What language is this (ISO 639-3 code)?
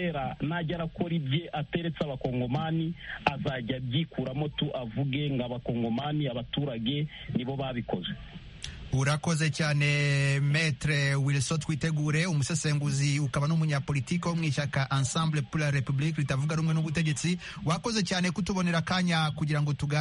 kin